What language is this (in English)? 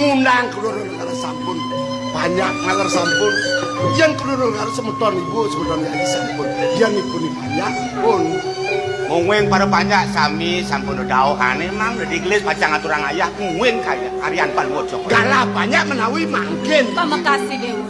Balinese